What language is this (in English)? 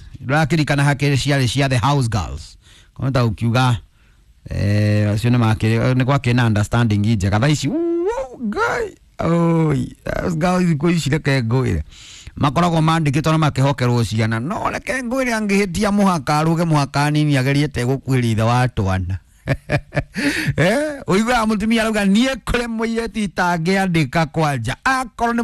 Kikuyu